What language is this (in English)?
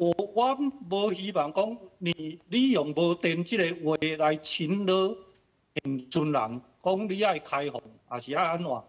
Min Nan Chinese